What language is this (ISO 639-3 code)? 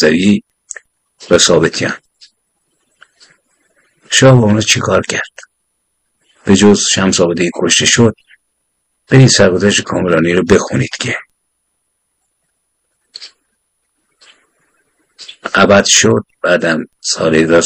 fas